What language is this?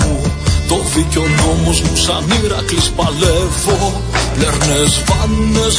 Greek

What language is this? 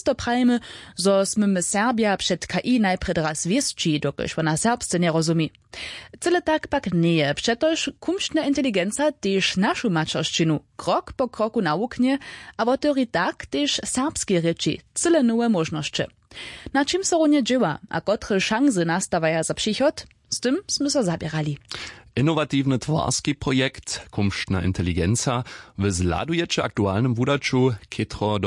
Upper Sorbian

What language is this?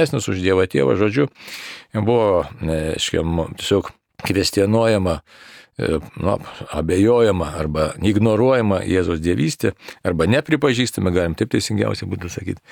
Lithuanian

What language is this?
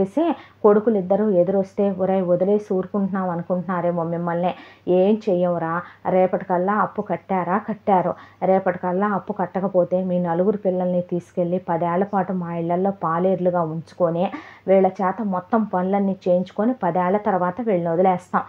Telugu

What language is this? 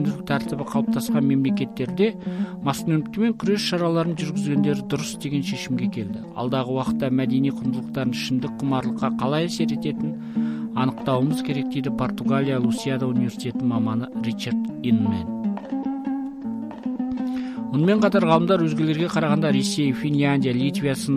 Kazakh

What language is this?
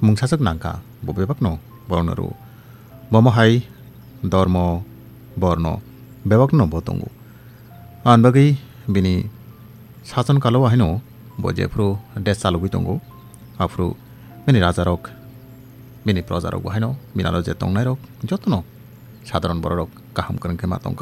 Kok Borok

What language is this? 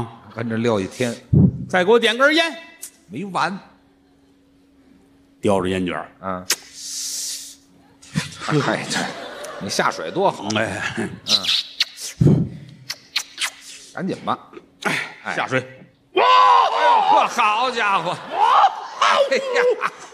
Chinese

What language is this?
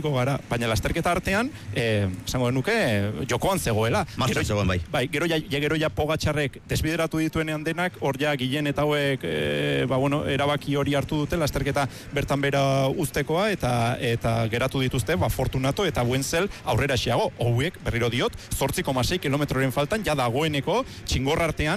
Basque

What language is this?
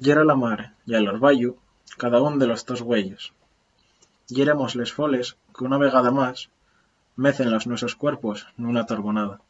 Asturian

